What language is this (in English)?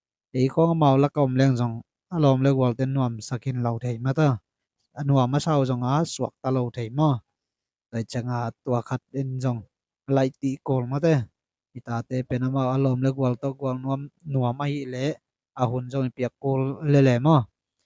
Tedim Chin